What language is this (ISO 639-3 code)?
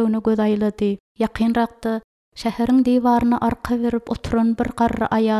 tuk